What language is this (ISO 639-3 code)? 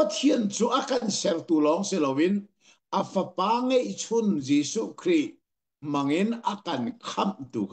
cnh